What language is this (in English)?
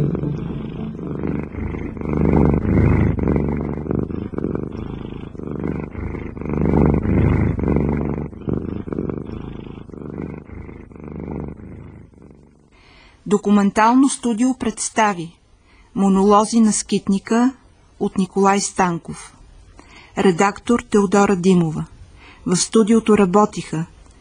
Bulgarian